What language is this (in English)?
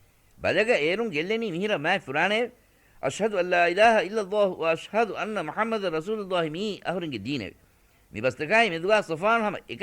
Divehi